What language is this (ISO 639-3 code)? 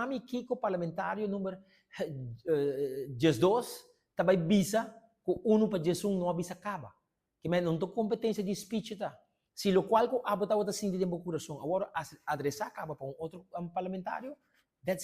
pap